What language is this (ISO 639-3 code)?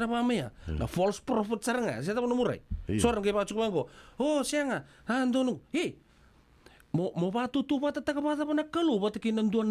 fij